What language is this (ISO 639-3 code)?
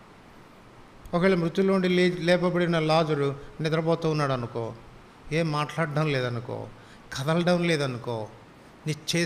tel